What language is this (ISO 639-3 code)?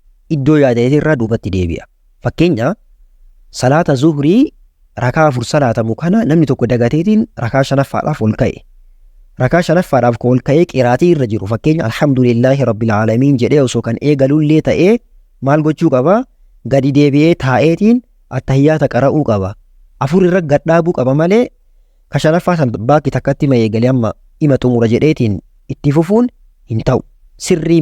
orm